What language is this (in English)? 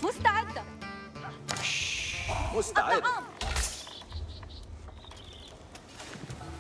Arabic